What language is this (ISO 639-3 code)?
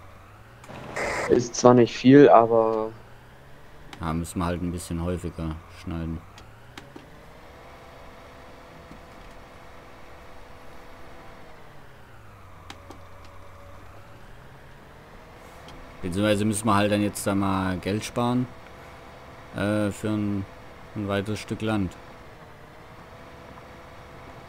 deu